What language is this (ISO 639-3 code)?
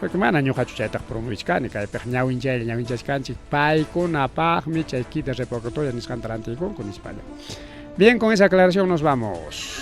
quy